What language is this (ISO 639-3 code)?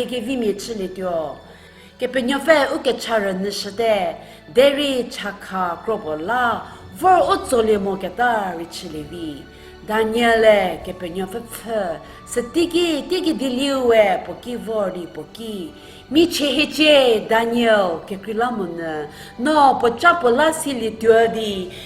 njm